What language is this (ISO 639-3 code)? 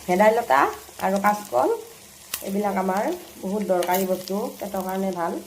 asm